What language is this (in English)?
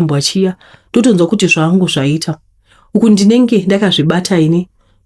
Shona